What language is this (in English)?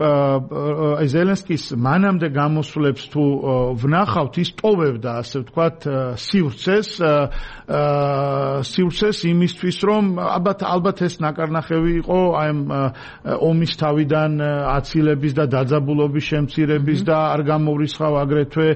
Georgian